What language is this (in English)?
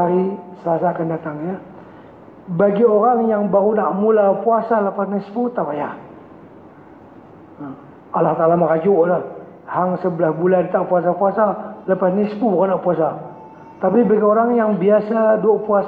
Malay